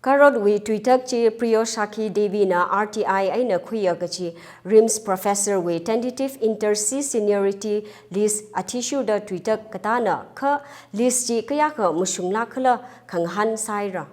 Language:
Tangkhul Naga (India)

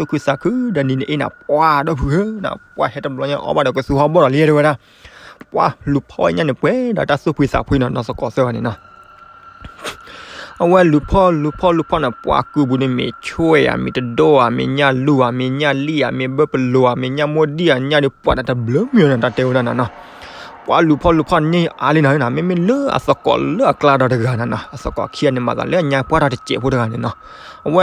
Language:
S'gaw Karen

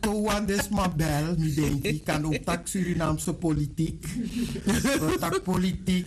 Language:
Sranan Tongo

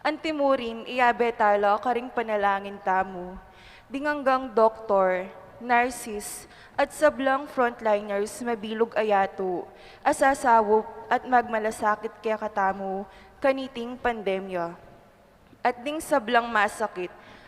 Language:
Pampanga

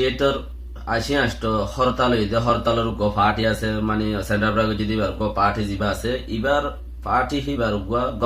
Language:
Rohingya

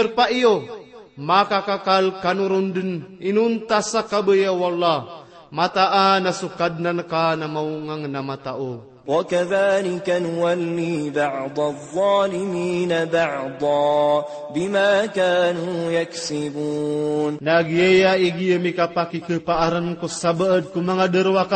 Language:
Maranao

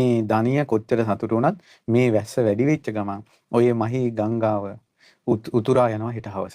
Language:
Sinhala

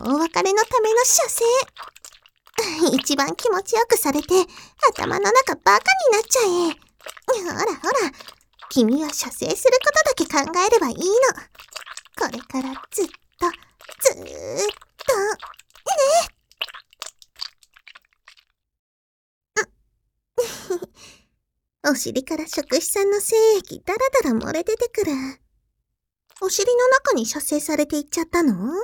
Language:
Japanese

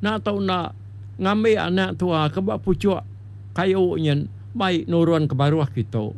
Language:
Iban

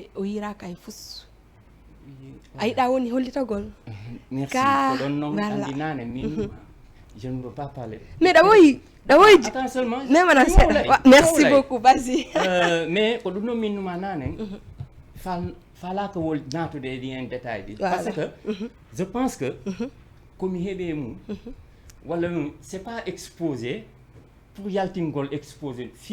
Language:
Fula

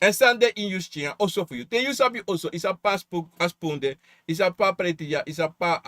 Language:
Sranan Tongo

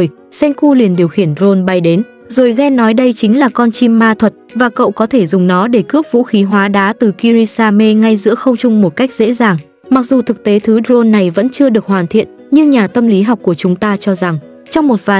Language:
Vietnamese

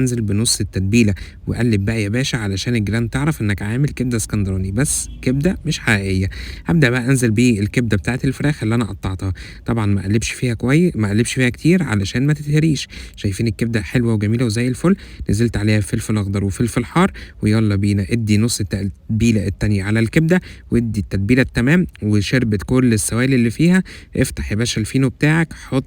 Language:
Egyptian Arabic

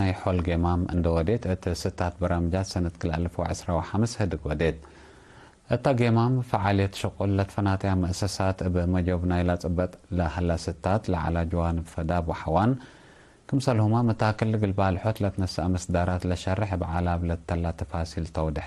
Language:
Tigre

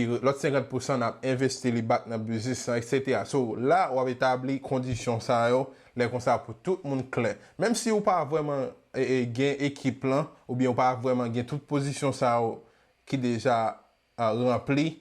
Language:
Haitian Creole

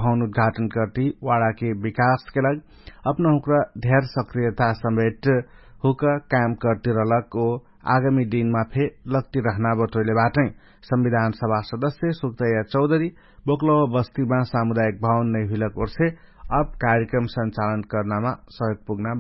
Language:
Dangaura Tharu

